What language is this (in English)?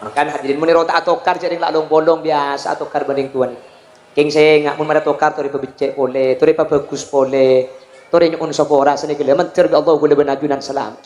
Madurese